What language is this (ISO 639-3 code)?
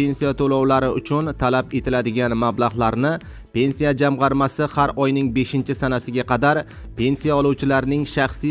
uzb